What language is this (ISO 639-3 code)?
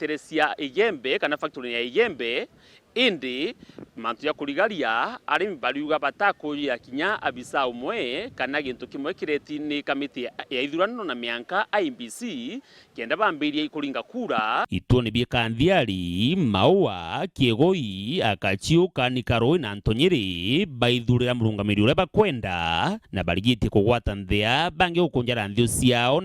mer